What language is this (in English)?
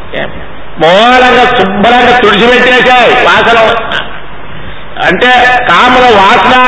Telugu